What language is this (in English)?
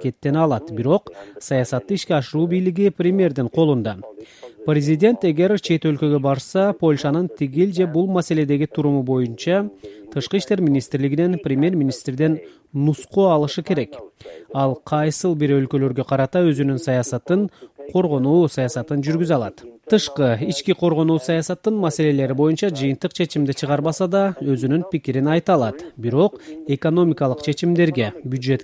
Kyrgyz